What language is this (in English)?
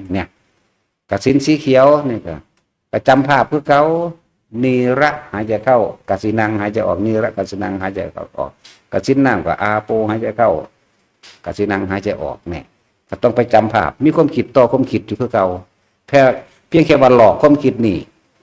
Northeastern Thai